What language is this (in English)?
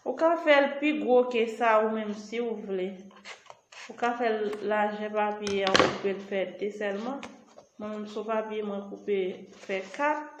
Haitian Creole